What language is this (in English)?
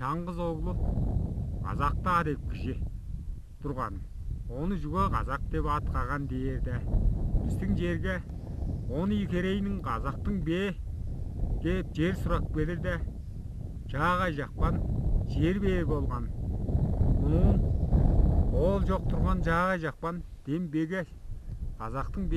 Tuvinian